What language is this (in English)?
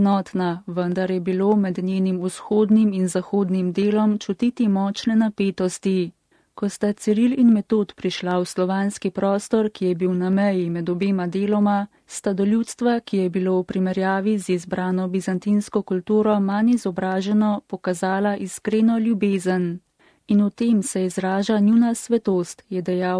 Slovenian